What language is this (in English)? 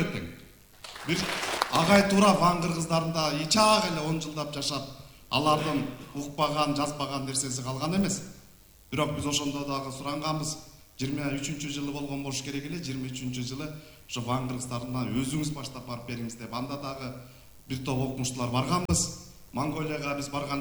Kyrgyz